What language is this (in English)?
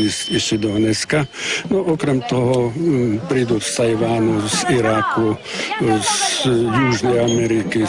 Rusyn